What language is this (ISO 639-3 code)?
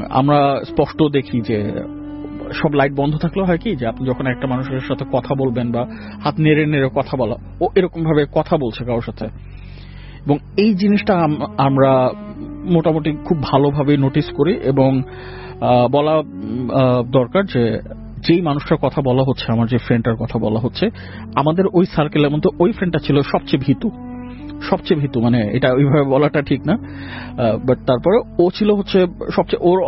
ben